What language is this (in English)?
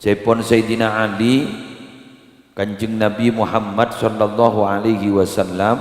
Madurese